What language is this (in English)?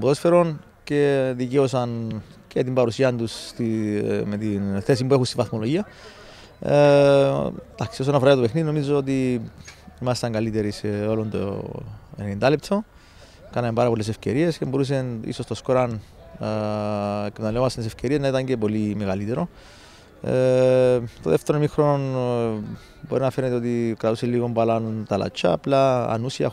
Greek